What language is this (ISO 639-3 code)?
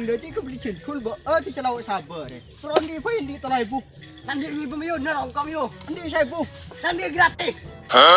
mad